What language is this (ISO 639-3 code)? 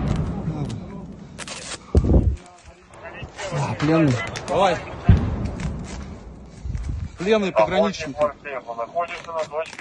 rus